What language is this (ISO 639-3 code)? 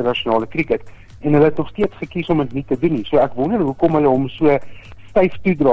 afr